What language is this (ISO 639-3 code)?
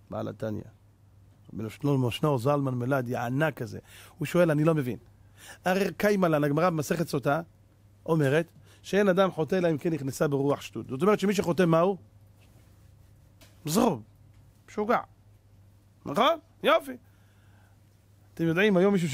heb